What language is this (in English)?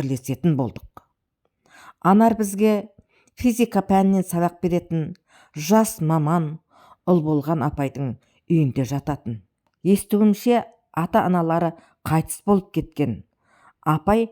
Kazakh